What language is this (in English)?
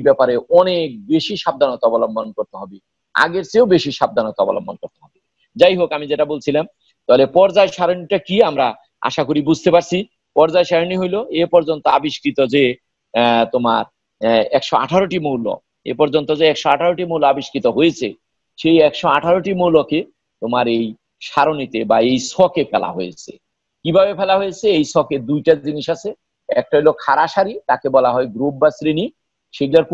Bangla